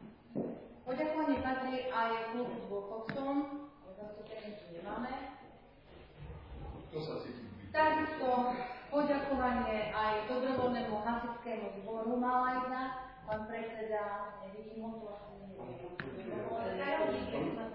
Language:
Slovak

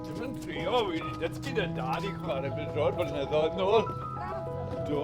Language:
Welsh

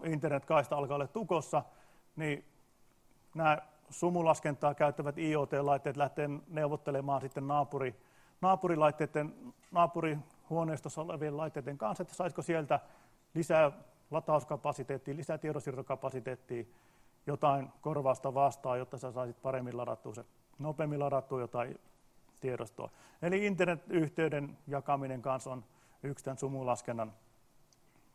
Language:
Finnish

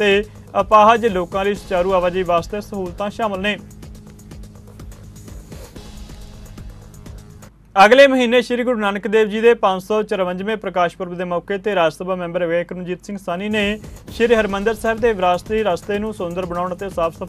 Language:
Punjabi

